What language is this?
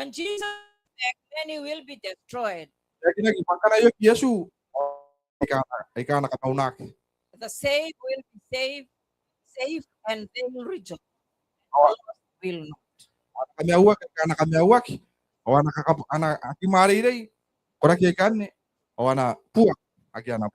Gilbertese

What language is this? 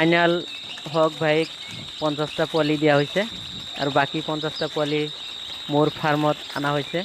Assamese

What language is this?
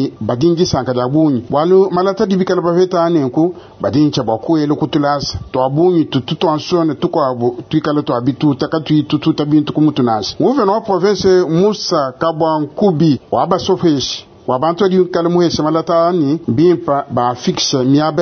Luba-Lulua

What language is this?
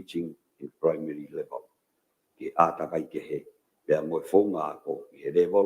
Tongan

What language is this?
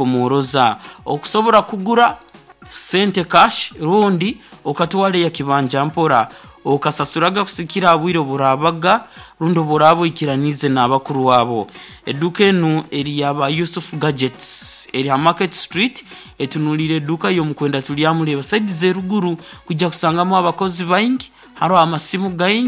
Nyoro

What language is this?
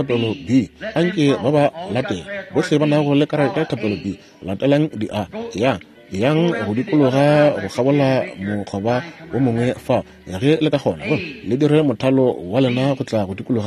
Northern Sotho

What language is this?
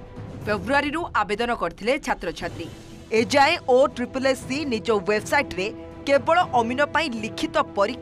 Odia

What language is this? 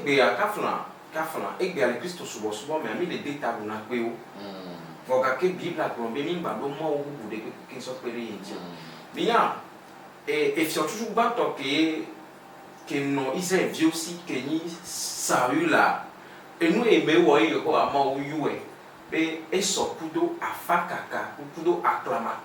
Ewe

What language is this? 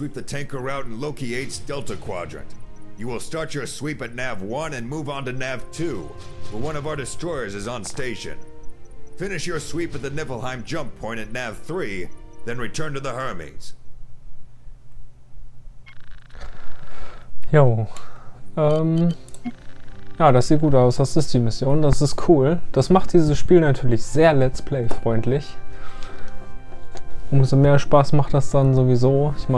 German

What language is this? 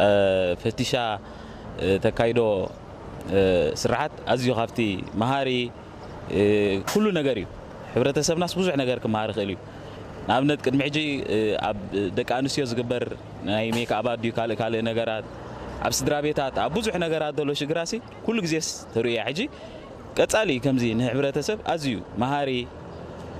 Tigrinya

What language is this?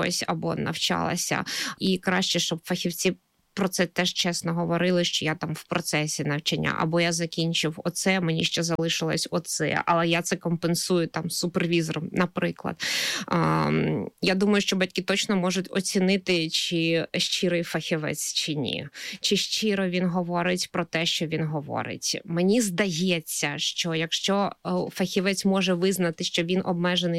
Ukrainian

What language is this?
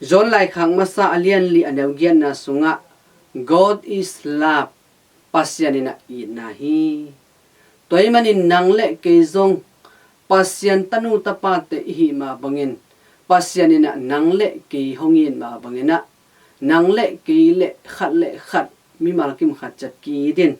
Tedim Chin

